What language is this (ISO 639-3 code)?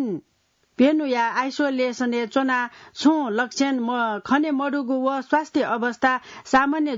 new